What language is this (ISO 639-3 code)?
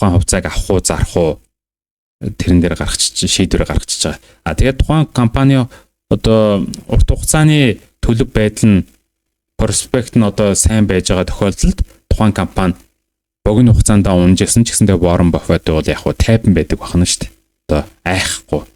mon